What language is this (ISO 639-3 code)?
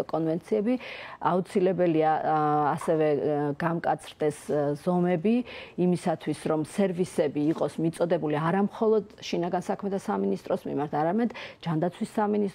kat